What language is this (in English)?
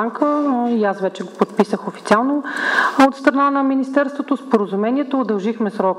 Bulgarian